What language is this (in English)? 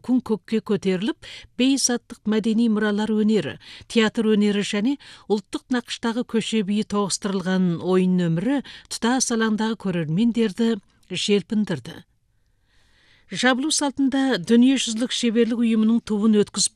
Kazakh